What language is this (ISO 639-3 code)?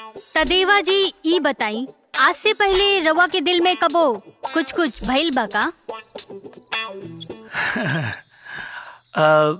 bho